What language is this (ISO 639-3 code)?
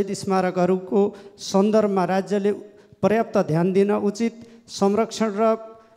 nep